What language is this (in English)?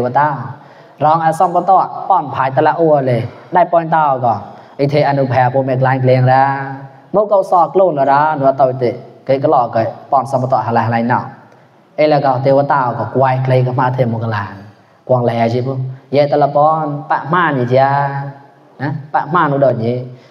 Mon